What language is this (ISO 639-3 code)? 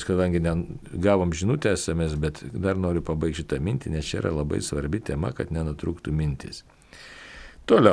lit